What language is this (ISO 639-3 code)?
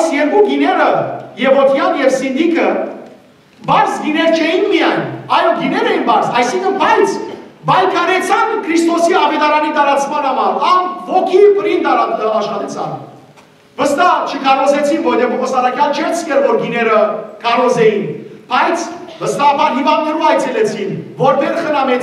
hyw